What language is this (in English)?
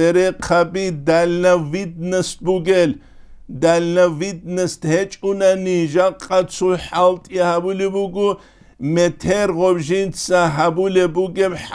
Avaric